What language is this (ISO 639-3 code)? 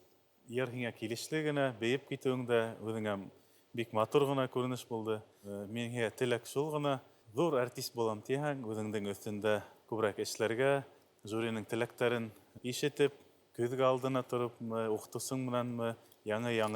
bak